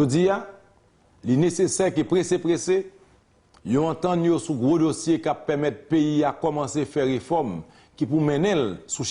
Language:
Haitian Creole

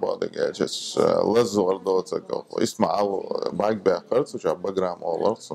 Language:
Chechen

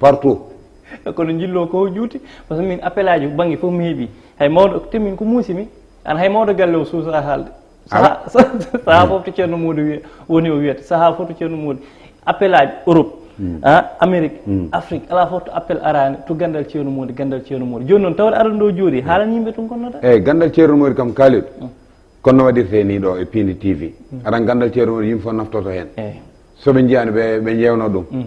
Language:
Fula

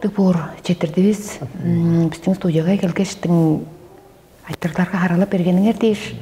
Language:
Tuvinian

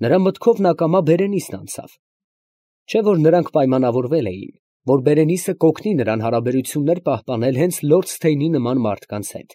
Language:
Armenian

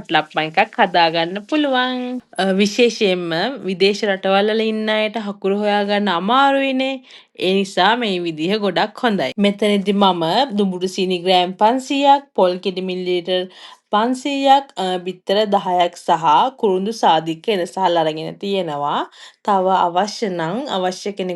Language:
Sinhala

